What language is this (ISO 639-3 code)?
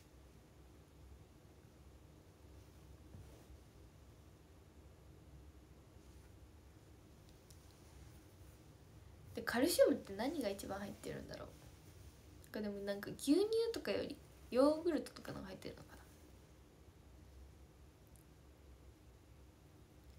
jpn